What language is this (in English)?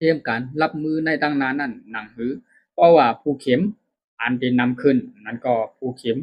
Shan